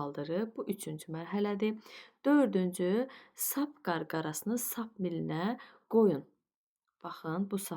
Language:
Azerbaijani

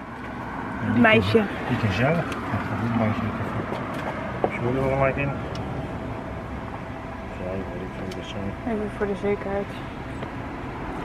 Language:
Dutch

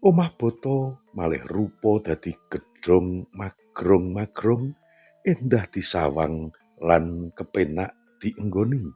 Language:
Javanese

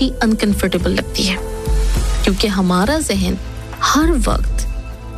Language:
Urdu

